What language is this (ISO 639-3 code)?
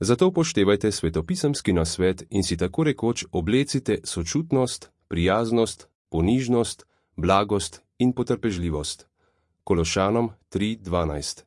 slv